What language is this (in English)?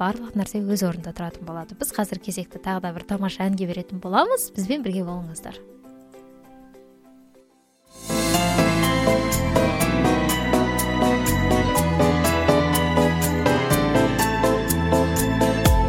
Kazakh